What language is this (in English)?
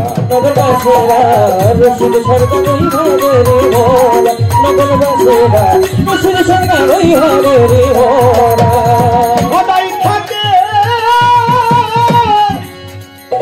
Bangla